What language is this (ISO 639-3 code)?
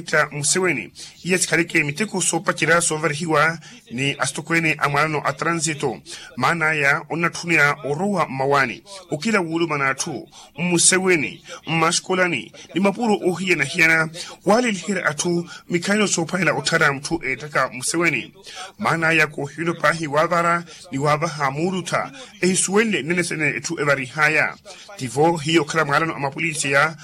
vmw